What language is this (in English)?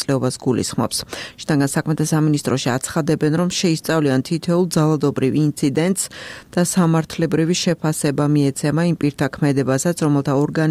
Georgian